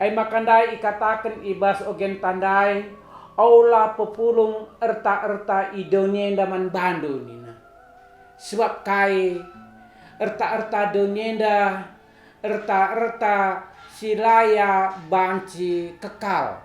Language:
Batak Karo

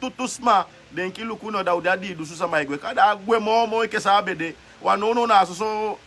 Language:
Sranan Tongo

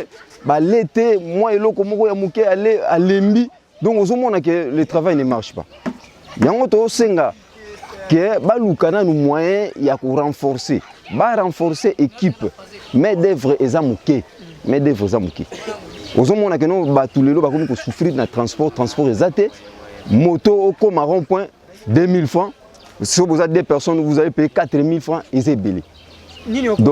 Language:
Lingala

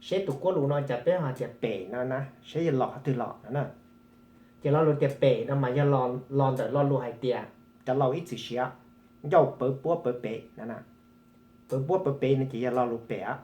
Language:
Hmong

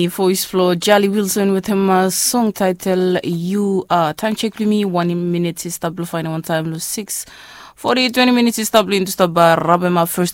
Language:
Bislama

